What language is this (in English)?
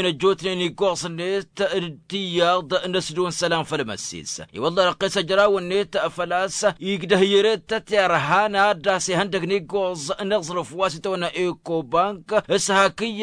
Tamasheq